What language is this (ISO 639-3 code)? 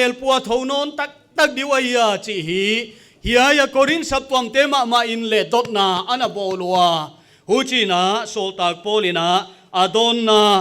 pck